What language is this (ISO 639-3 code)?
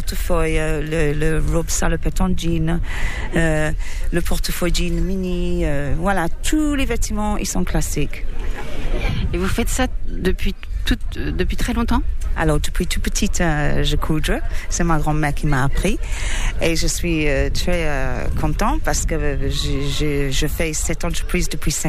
fra